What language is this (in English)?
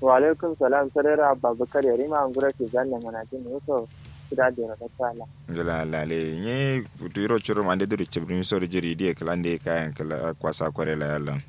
Kanuri